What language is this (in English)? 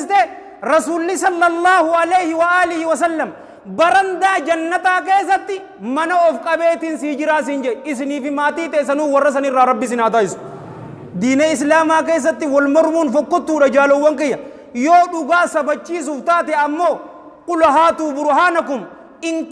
Oromo